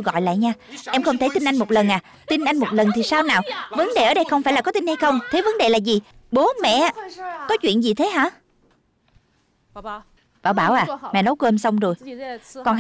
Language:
Vietnamese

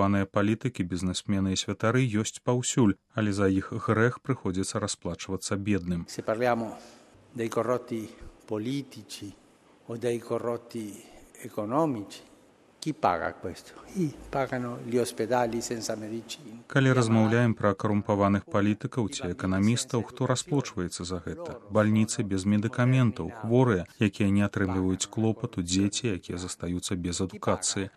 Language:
Belarusian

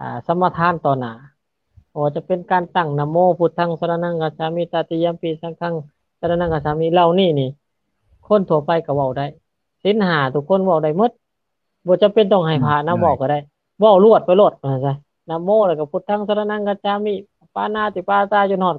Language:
Lao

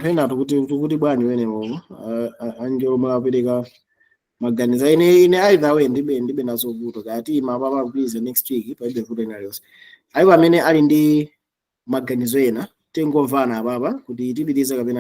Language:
Nyanja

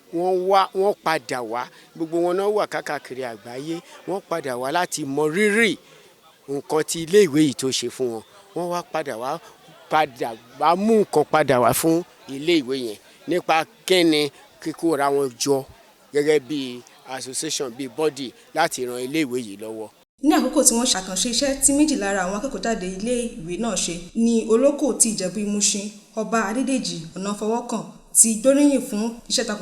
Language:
Yoruba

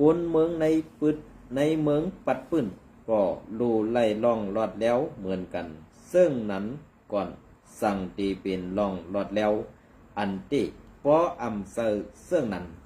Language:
Shan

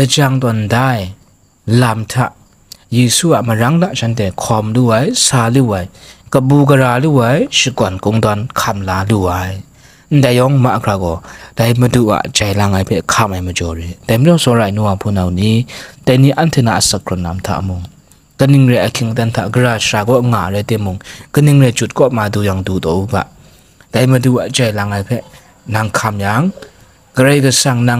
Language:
Kachin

